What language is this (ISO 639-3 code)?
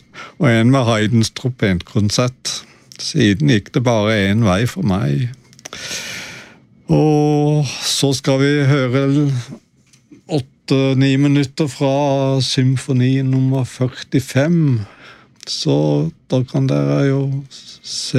nor